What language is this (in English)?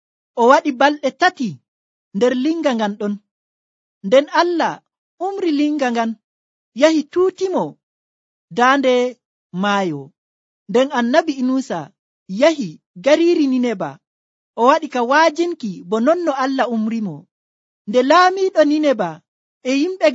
Nigerian Fulfulde